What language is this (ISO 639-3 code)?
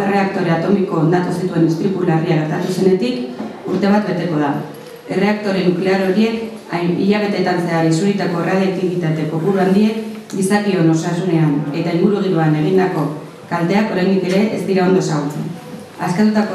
eus